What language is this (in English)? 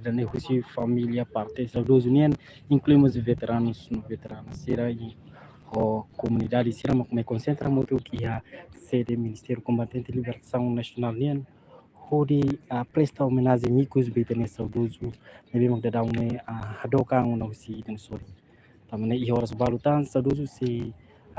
Tetum